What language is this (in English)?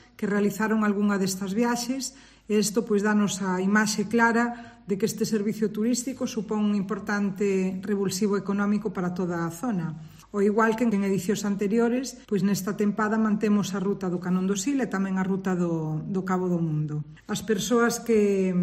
Galician